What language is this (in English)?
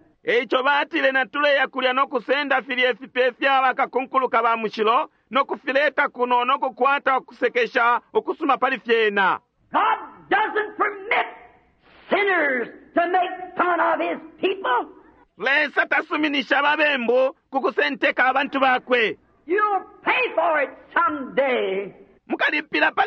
Bemba